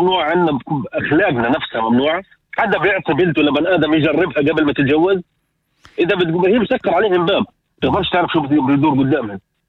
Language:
North Levantine Arabic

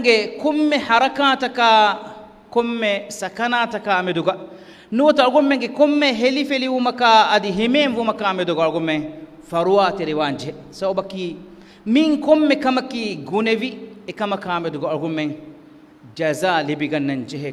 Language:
Divehi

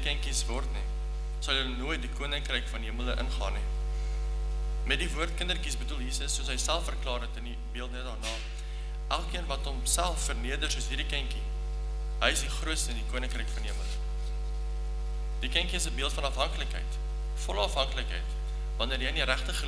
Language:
Afrikaans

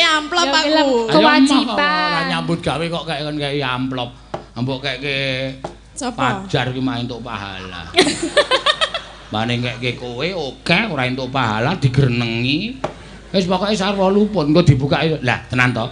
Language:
Javanese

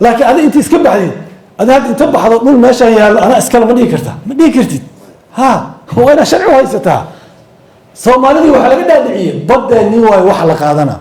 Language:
Somali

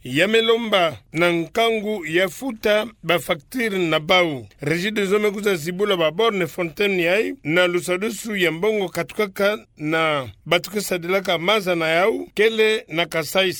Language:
Kituba (Democratic Republic of Congo)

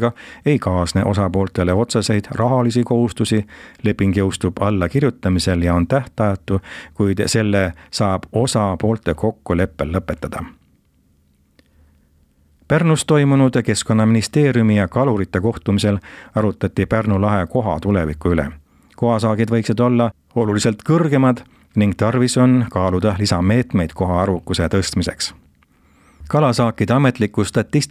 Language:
Estonian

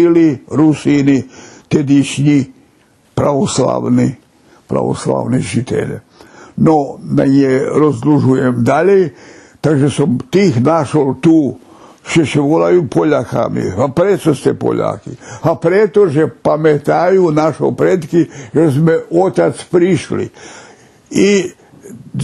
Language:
Rusyn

